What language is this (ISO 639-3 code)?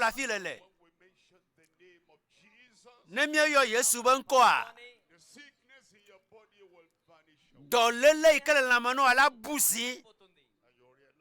ewe